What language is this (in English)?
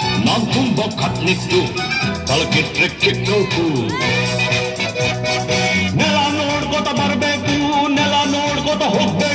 Kannada